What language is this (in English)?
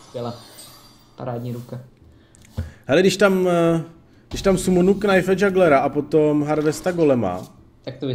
Czech